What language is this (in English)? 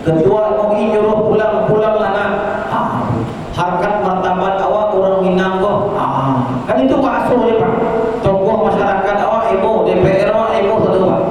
Minangkabau